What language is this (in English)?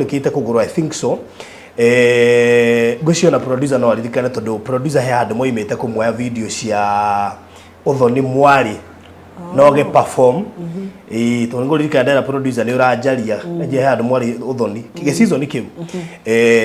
Kikuyu